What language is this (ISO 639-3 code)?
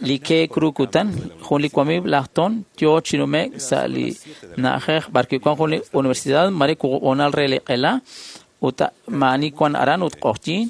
kek